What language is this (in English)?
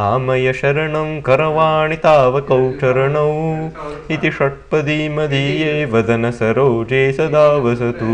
Sanskrit